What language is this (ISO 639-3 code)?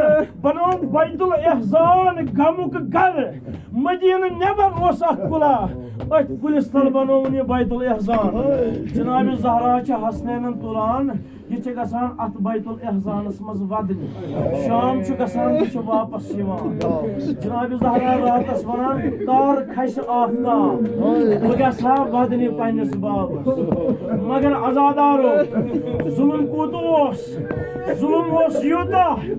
kas